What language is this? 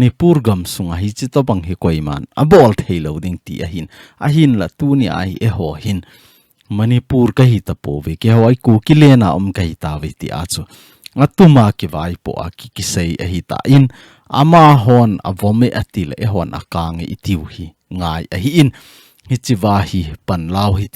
Thado Chin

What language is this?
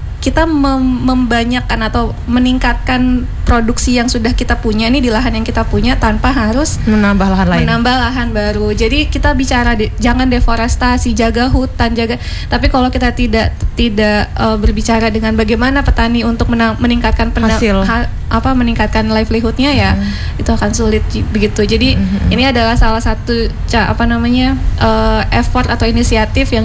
Indonesian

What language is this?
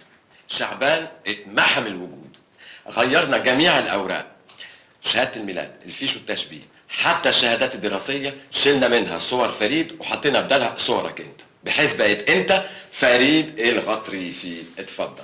Egyptian Arabic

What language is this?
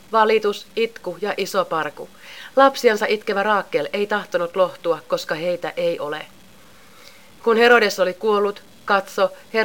Finnish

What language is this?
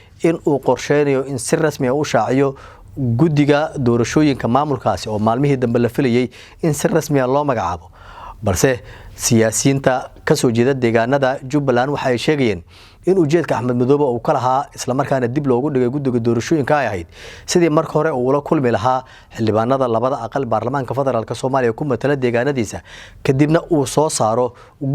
Somali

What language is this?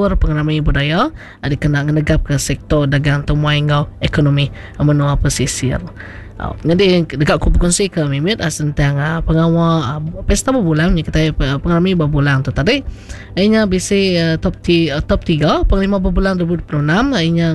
Iban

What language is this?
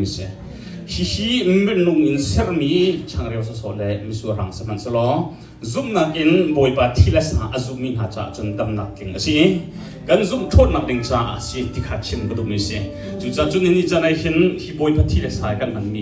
Hakha Chin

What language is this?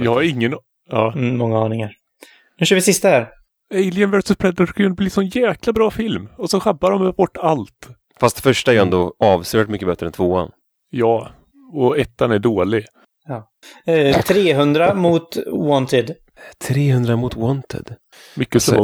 Swedish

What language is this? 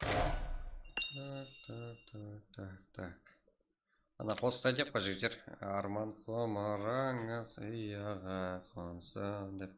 Kara-Kalpak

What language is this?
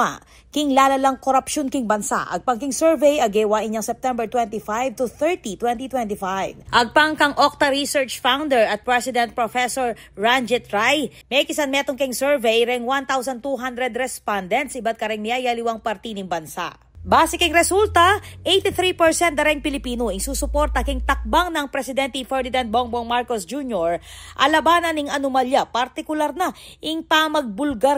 Pampanga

